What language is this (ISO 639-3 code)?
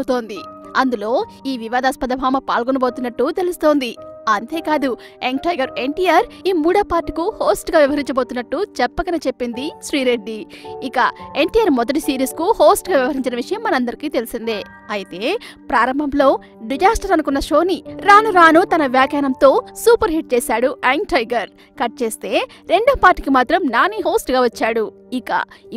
tel